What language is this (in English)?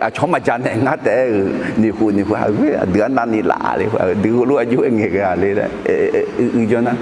Akha